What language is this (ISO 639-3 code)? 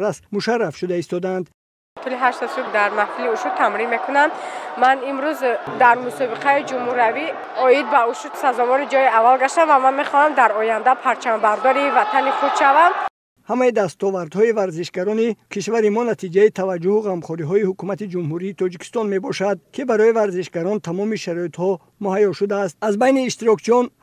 tgk